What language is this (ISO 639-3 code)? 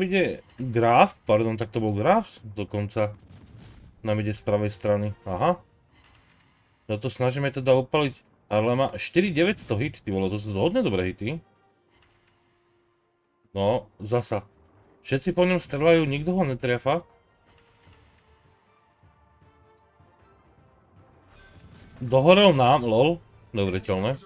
slk